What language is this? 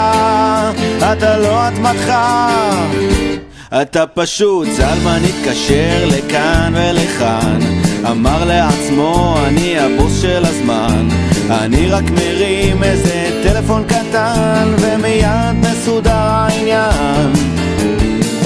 Hebrew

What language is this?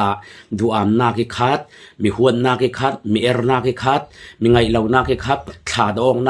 Falam Chin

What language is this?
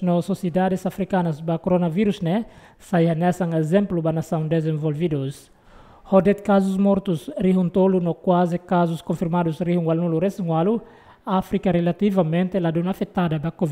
Tetum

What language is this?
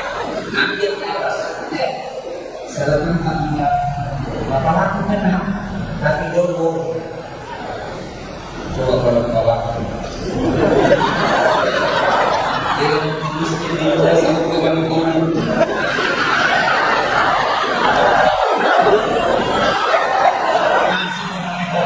Indonesian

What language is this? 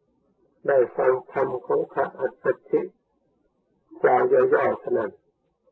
Thai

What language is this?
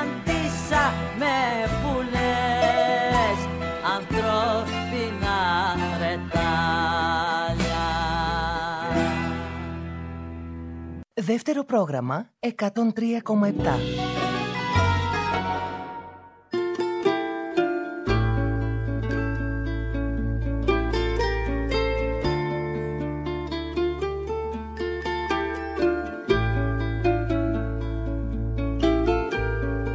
Greek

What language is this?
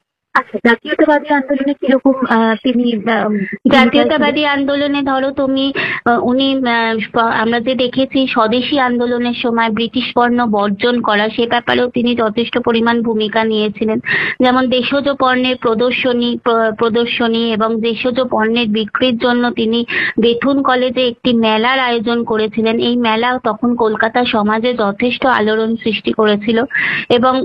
Bangla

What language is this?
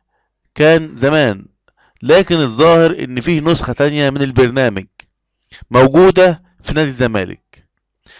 Egyptian Arabic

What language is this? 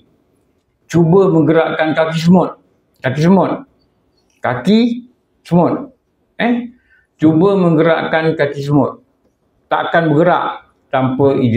Malay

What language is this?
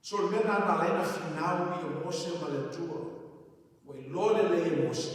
Samoan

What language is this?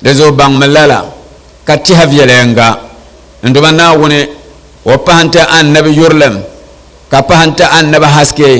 Dagbani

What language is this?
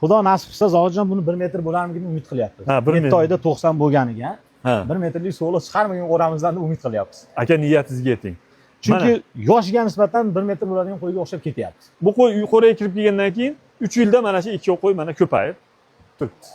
Uzbek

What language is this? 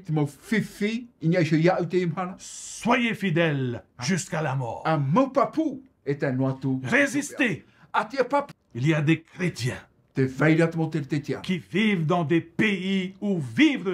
Tahitian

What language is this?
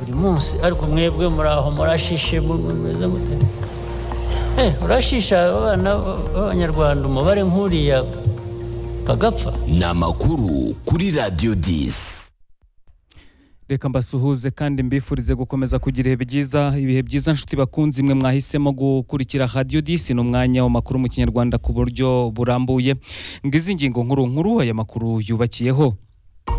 Kinyarwanda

